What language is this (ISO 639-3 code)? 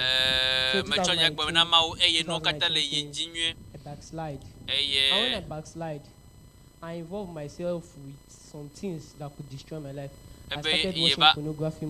ewe